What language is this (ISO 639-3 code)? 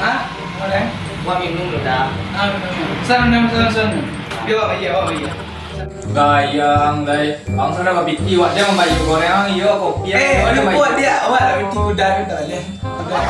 min